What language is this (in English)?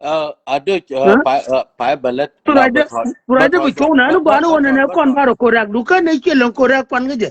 Nuer